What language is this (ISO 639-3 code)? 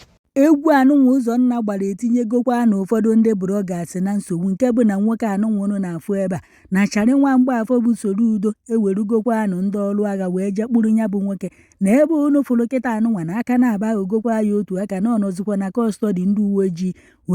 ibo